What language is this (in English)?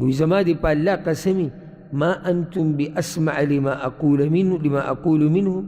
Pashto